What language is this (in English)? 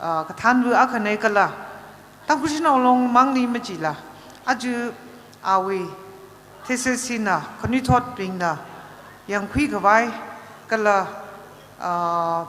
Tangkhul Naga (India)